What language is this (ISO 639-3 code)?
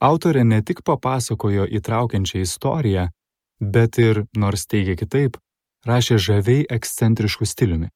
lit